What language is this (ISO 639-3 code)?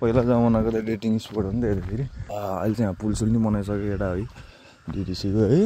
nep